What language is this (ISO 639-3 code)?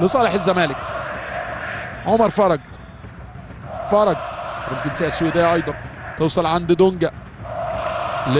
arz